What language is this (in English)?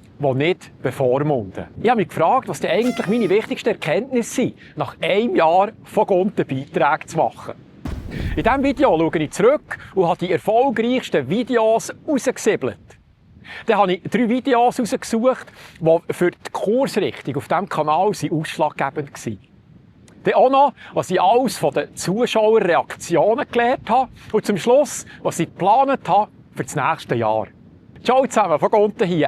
Swiss German